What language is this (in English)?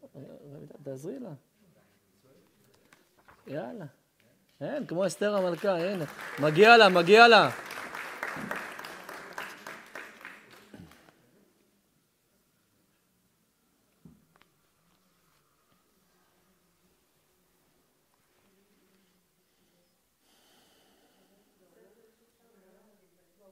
Hebrew